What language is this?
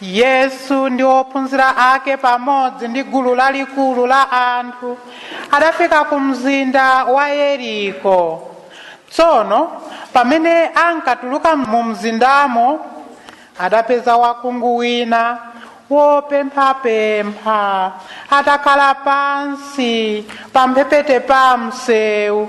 Nyanja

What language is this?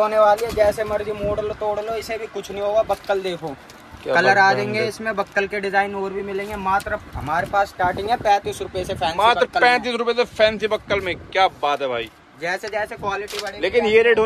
Hindi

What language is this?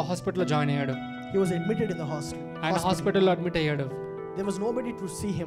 Telugu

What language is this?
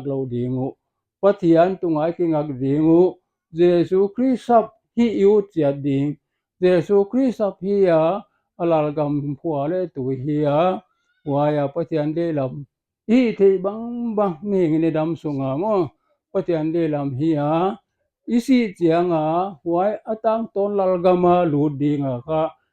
Paite Chin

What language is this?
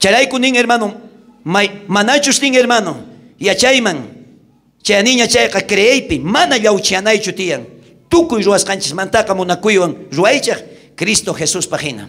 South Bolivian Quechua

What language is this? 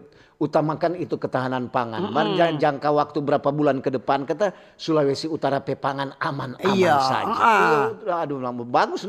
Manado Malay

